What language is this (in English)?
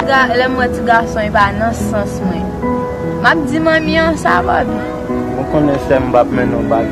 Haitian Creole